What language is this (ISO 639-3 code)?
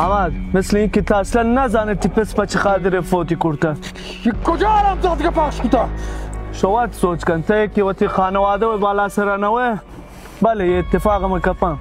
bal